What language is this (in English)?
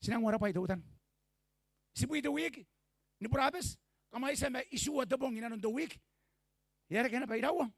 Gilbertese